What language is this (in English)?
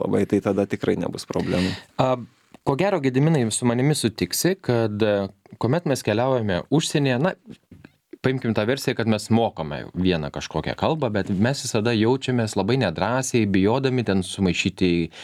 Lithuanian